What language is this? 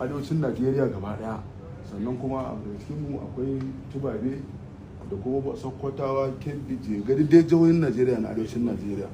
Hausa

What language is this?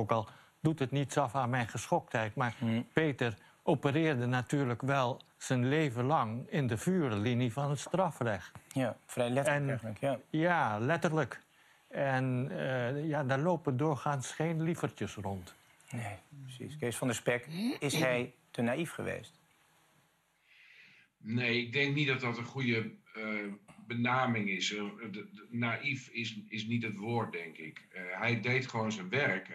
Dutch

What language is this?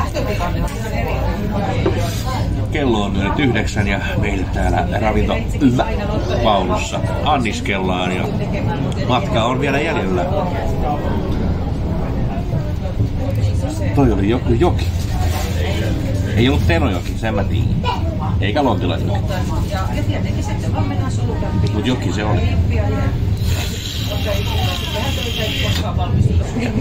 Finnish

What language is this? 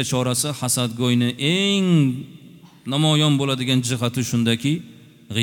Uzbek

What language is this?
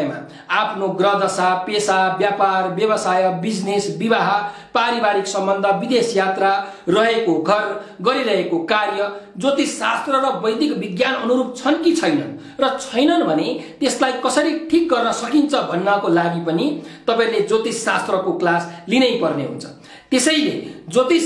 Nepali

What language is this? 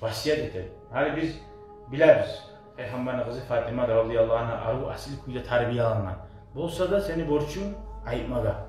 Kumyk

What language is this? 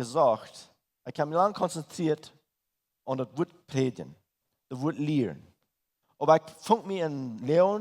Plautdietsch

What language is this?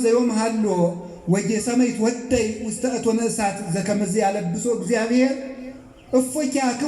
Amharic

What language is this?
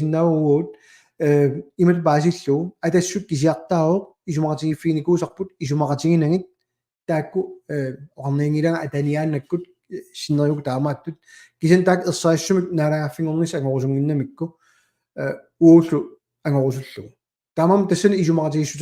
Kalaallisut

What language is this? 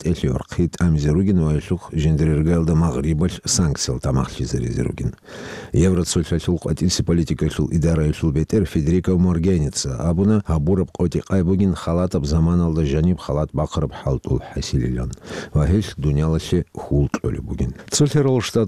Avaric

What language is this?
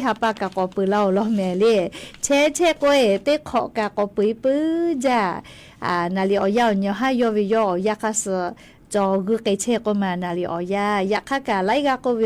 Lahu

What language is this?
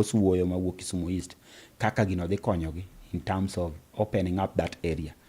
Luo (Kenya and Tanzania)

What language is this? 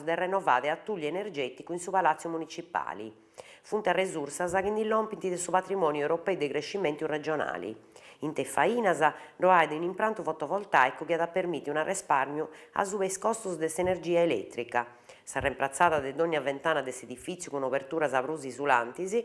Sardinian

